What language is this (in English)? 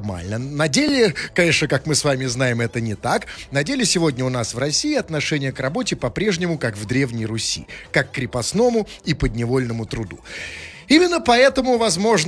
Russian